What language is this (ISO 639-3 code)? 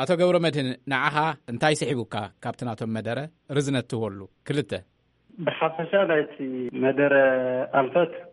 tir